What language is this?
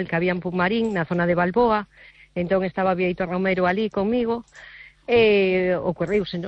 Galician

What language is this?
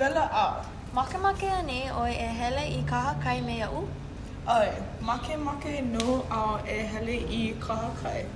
Hawaiian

